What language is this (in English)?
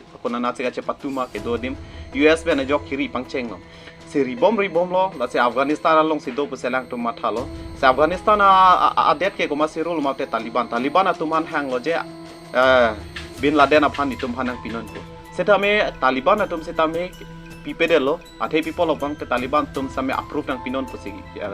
Karbi